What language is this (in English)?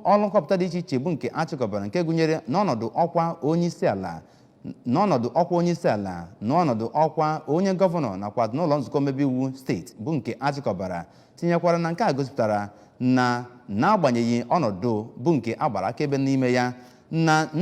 Igbo